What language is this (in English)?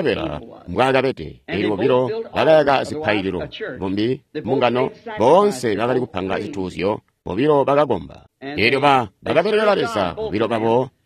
Tonga (Zambia)